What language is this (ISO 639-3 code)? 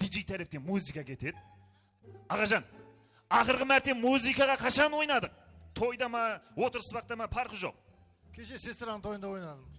kaa